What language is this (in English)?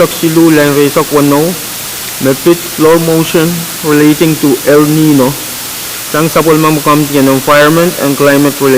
Pohnpeian